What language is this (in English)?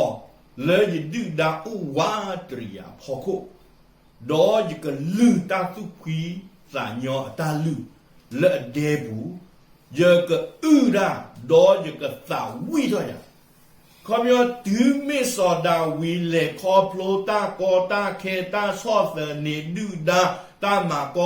S'gaw Karen